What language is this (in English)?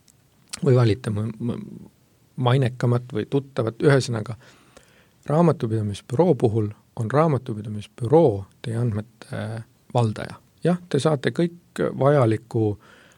Estonian